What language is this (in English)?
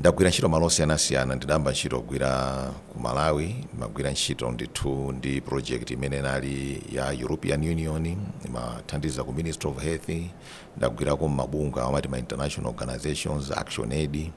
Nyanja